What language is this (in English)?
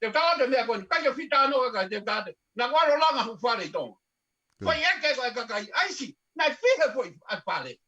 Tongan